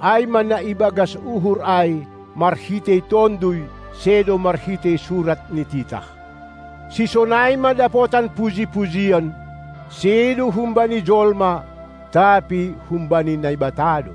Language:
Batak Simalungun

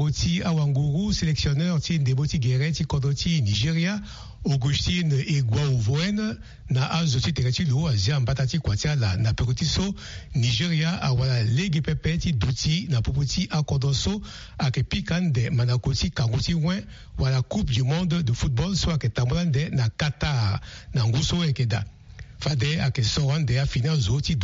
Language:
Sango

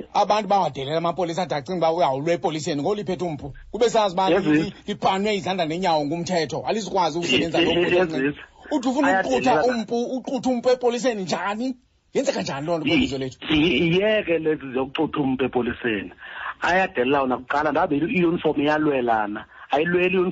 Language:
Xhosa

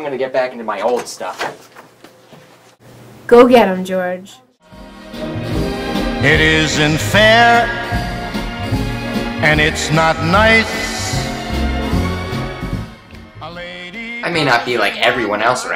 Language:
English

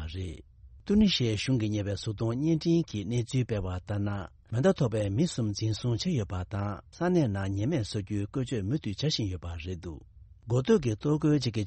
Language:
Tibetan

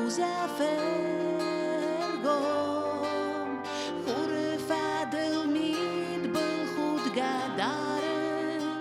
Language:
Ossetic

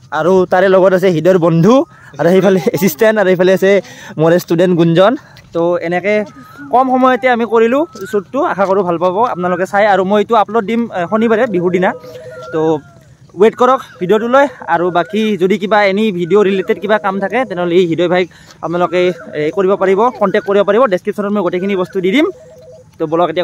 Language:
Assamese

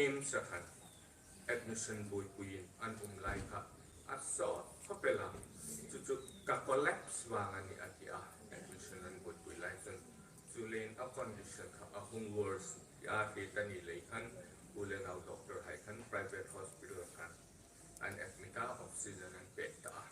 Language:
Hmar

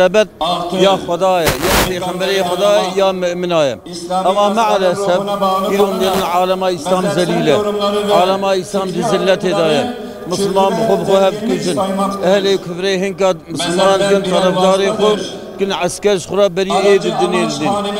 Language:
Kurdish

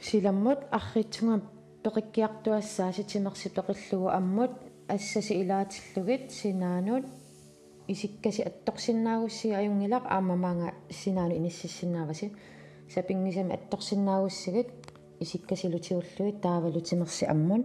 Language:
Kalaallisut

